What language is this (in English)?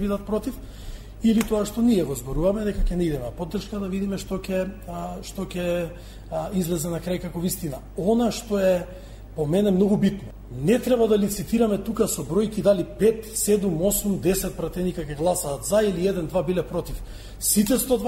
Macedonian